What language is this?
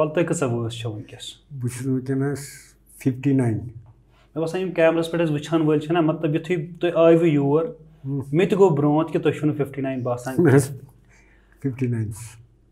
Kashmiri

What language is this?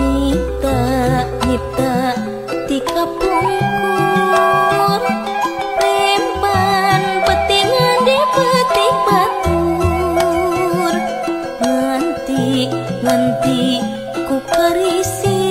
Sundanese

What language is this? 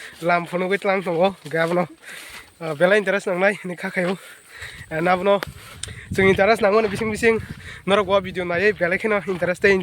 Kok Borok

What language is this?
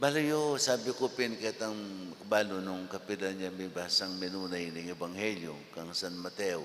Pampanga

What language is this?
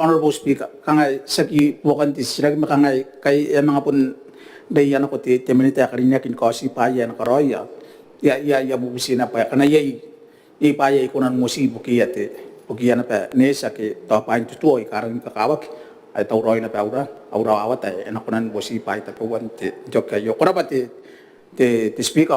Gilbertese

